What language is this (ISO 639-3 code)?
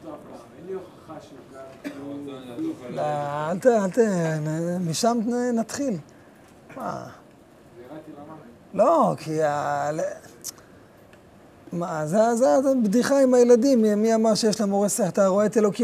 heb